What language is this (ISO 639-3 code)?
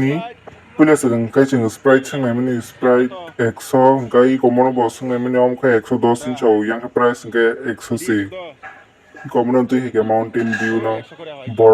trp